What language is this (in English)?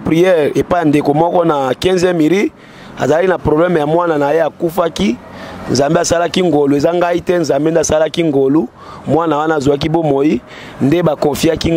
Lingala